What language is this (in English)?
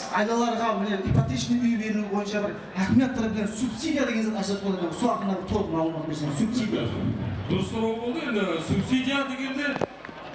Kara-Kalpak